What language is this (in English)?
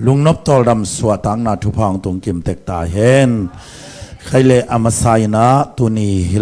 Tedim Chin